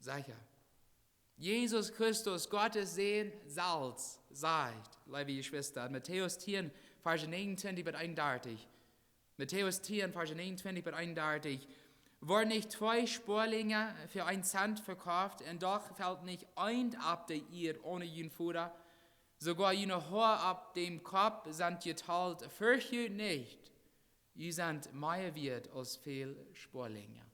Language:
Plautdietsch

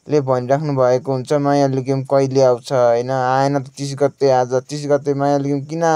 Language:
Nepali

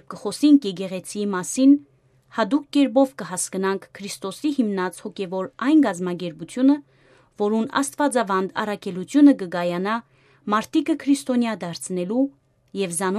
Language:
Western Armenian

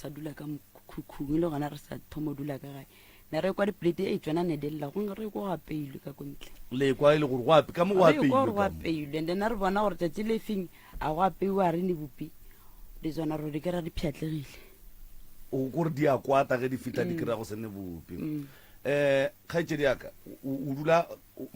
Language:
Northern Sotho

